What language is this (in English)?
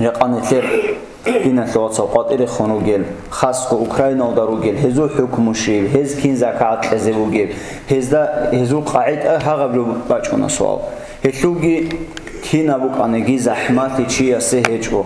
Avaric